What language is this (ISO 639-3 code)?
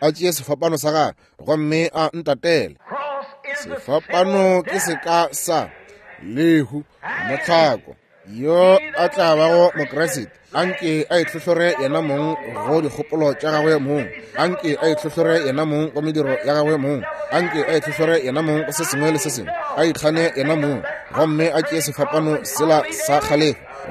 nso